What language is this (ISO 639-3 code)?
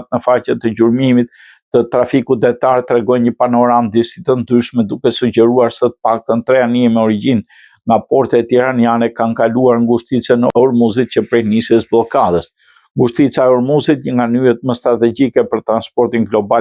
sqi